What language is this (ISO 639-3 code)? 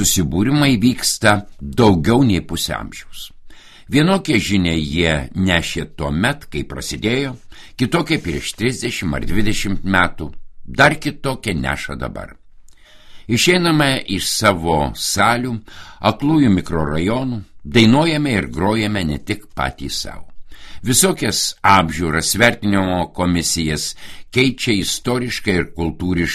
lit